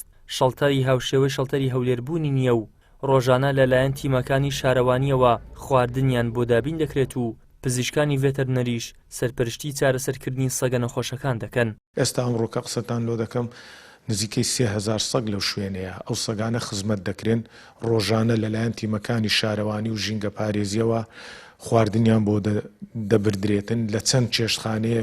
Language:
Central Kurdish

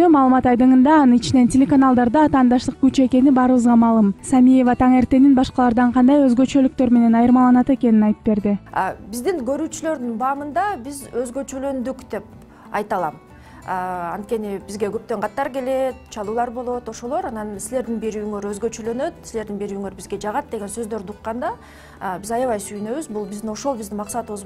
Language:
Kyrgyz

